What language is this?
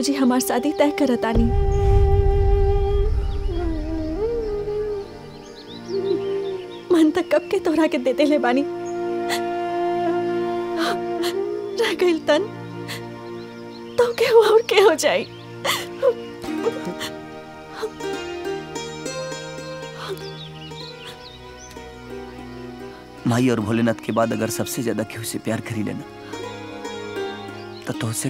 Bhojpuri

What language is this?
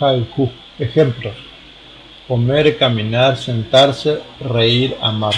Guarani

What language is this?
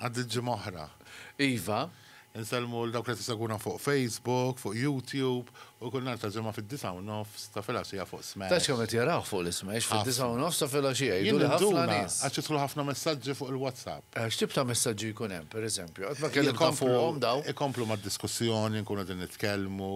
Maltese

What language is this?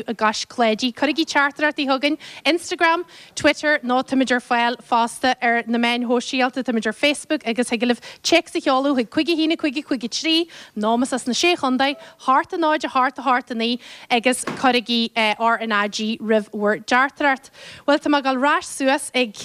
Irish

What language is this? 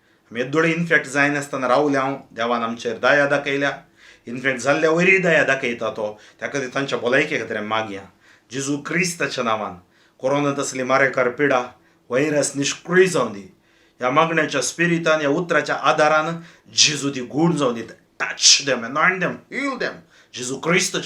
Konkani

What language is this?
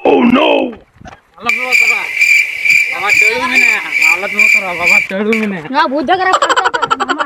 Santali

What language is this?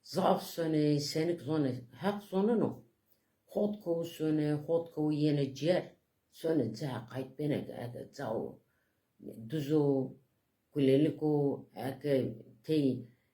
Zaza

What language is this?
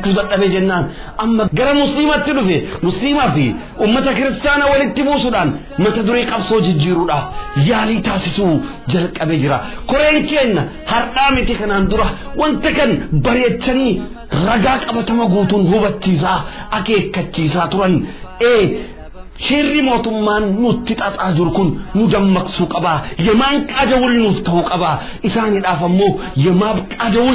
Oromo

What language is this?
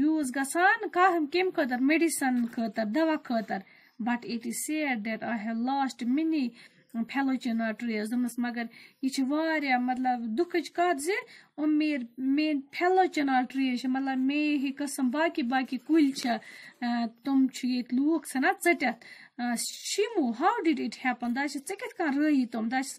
Kashmiri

